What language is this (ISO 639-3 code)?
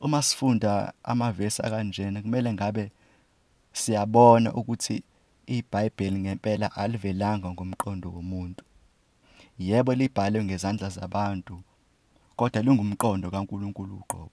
zul